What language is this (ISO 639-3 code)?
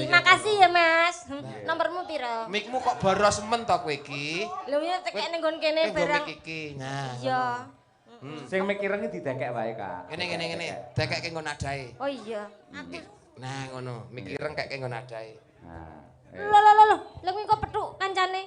jav